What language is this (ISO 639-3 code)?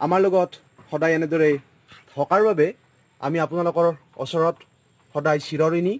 asm